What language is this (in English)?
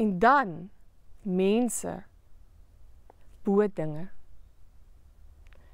Afrikaans